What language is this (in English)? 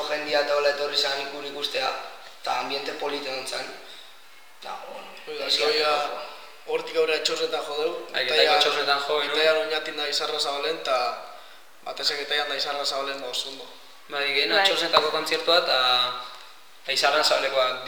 Basque